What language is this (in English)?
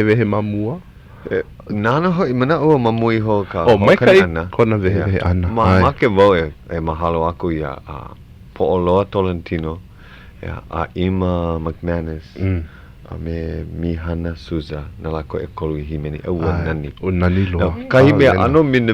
Hawaiian